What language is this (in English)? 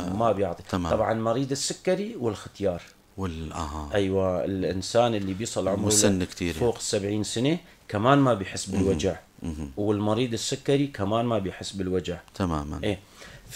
North Levantine Arabic